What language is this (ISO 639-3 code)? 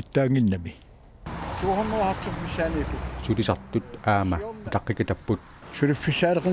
kal